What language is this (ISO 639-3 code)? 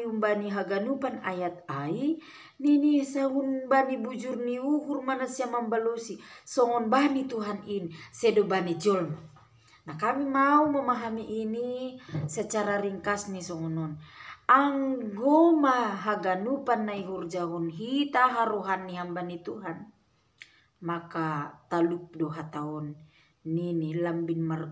bts